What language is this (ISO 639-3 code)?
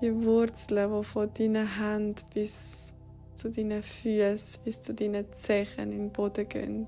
gsw